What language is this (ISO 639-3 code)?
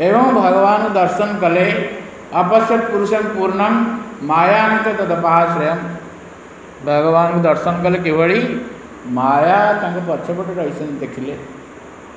ori